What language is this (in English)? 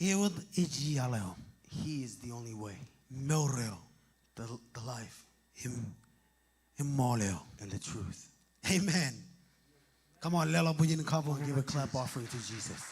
Marshallese